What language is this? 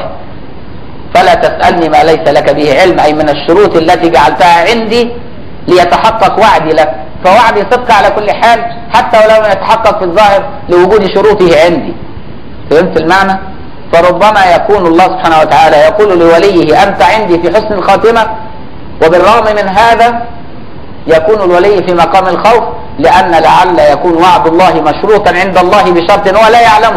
Arabic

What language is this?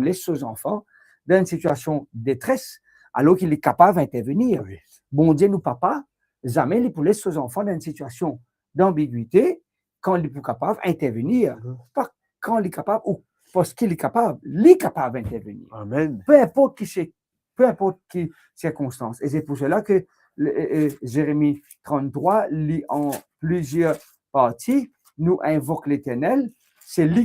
Morisyen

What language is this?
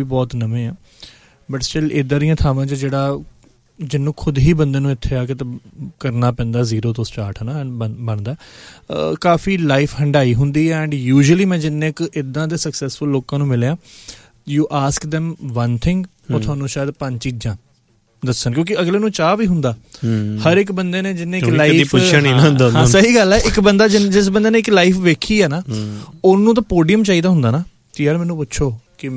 Punjabi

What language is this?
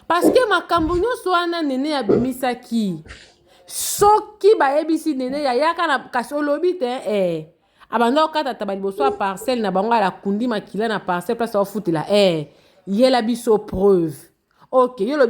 Lingala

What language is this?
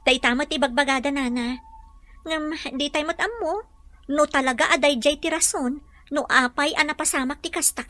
Iloko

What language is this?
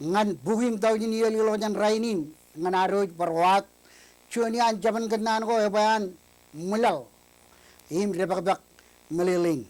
Marshallese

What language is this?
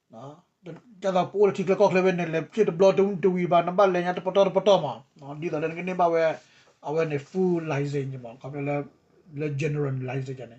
S'gaw Karen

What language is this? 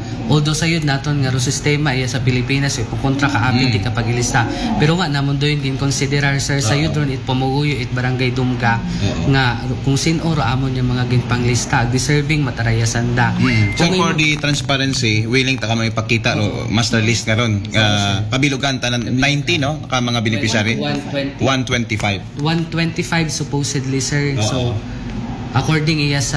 Aklanon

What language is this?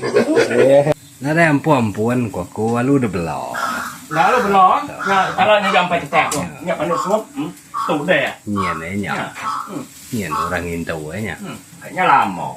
Iban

